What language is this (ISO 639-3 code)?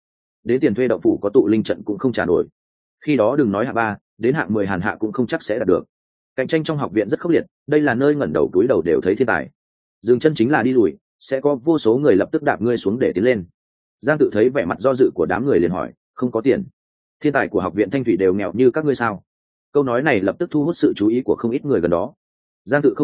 vie